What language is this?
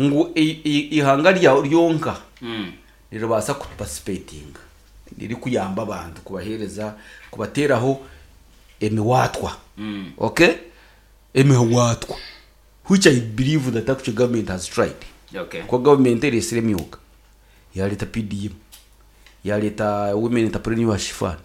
Nyankole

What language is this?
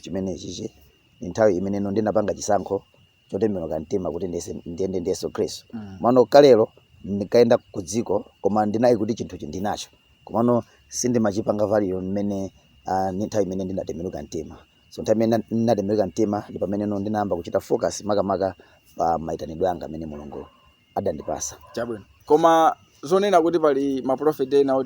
Nyanja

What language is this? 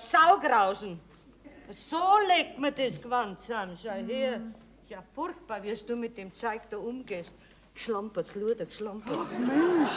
Bavarian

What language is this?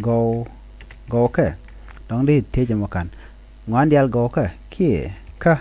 Nuer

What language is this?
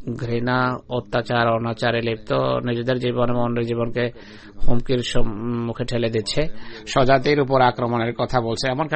Bangla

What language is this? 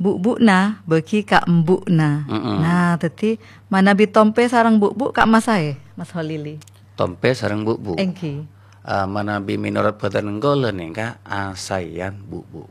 Madurese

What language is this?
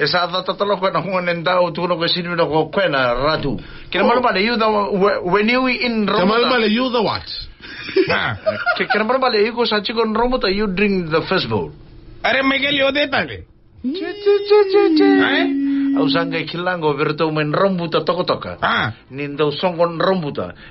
Fijian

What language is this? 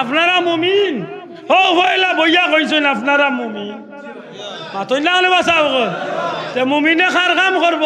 Sylheti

